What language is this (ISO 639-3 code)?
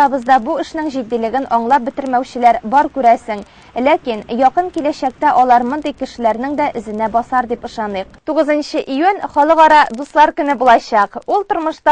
tat